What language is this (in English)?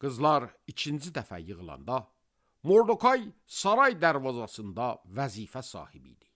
Azerbaijani